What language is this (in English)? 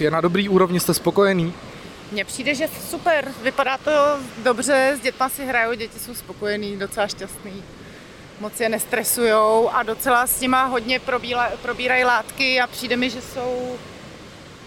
Czech